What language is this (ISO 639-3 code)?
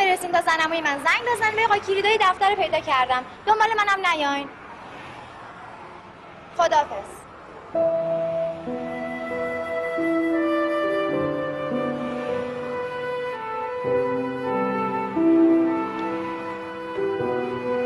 fas